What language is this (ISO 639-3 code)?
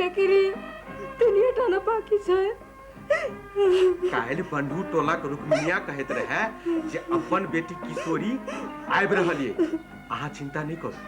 mai